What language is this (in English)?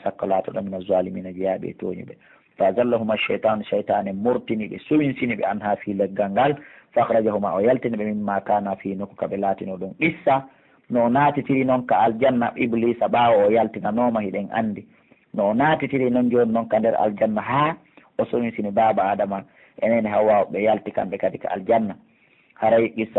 Pular